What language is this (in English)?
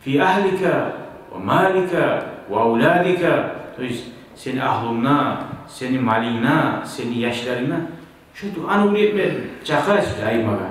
Kumyk